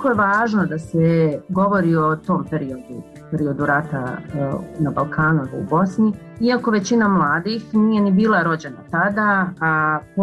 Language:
Bosnian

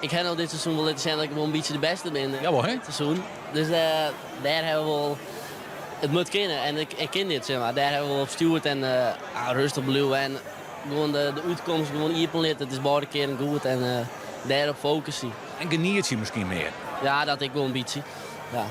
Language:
Western Frisian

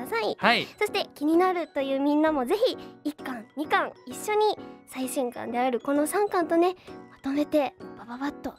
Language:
Japanese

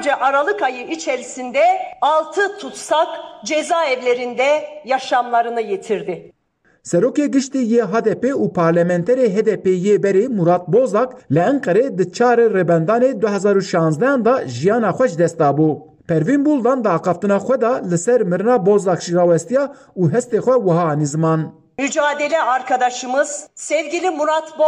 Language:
Kurdish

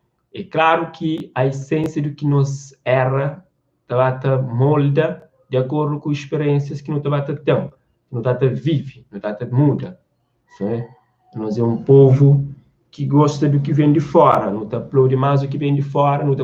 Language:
Kabuverdianu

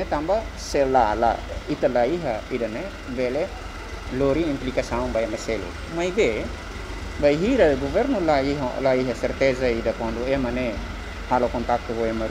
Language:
Tetum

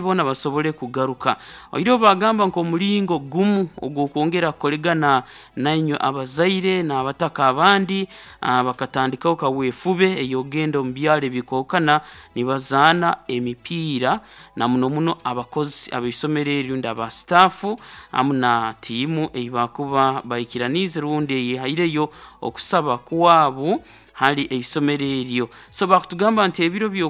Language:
Nyoro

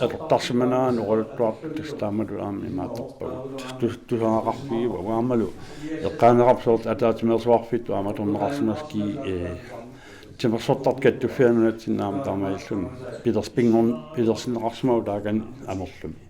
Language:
Kalaallisut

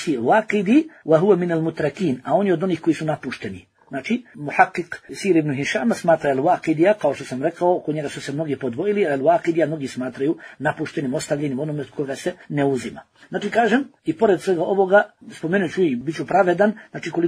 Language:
Bosnian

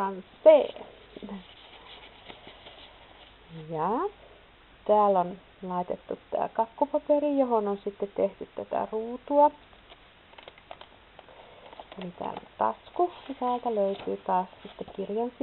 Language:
Finnish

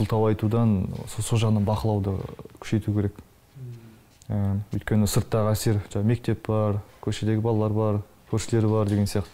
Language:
Kazakh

